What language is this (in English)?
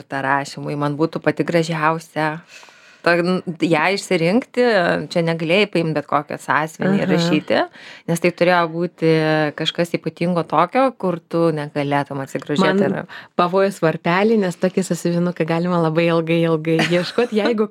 Lithuanian